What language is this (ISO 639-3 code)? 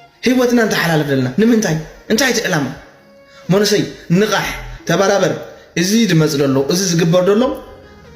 tir